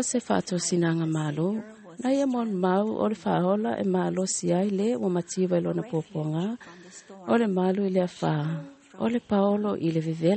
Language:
Samoan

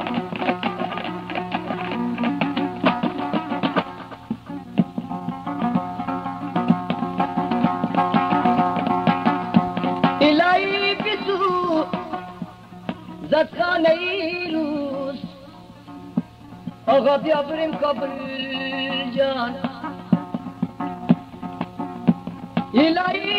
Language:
Persian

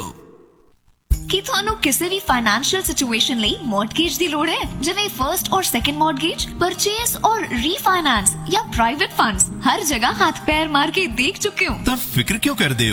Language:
Punjabi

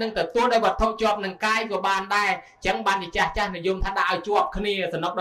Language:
Khmer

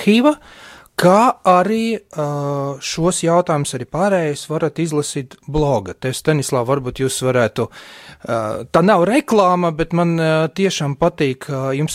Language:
Latvian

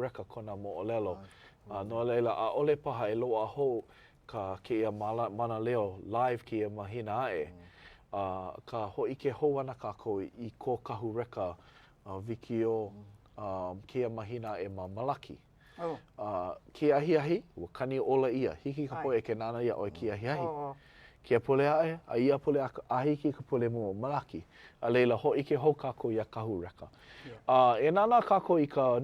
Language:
Hawaiian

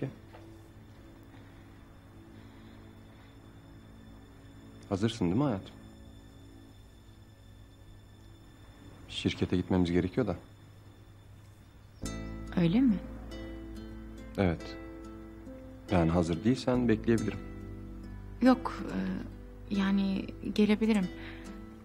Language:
Turkish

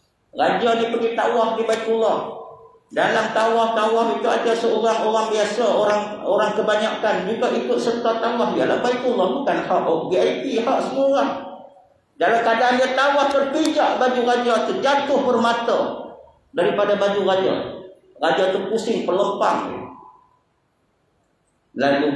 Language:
Malay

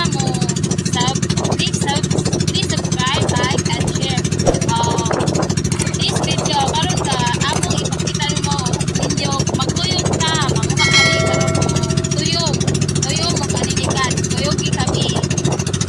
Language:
Cebuano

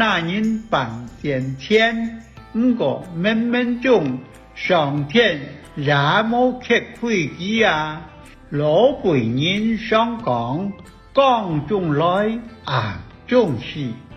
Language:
Hakka Chinese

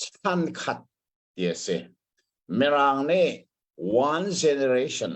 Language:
Hakha Chin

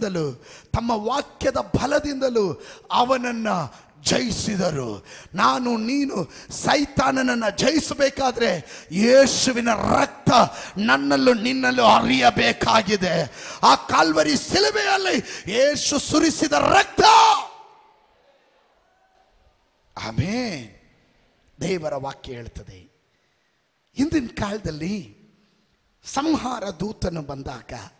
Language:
Kannada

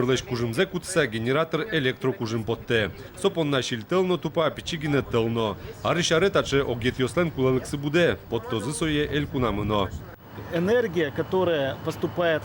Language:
Udmurt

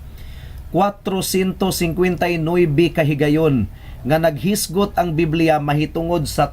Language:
Cebuano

